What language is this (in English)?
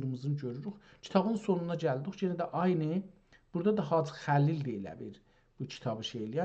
South Azerbaijani